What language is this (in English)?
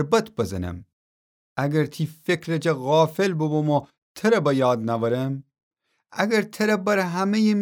Gilaki